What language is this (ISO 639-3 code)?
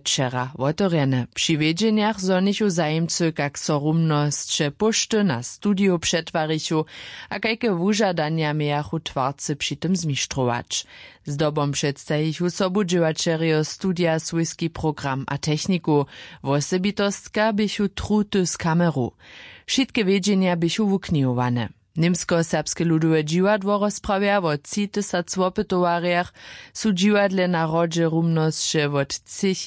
hsb